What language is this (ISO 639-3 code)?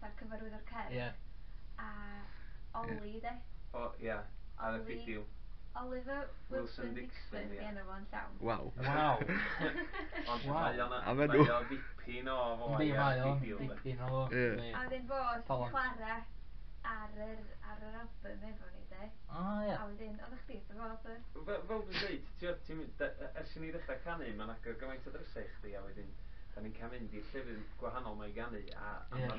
cym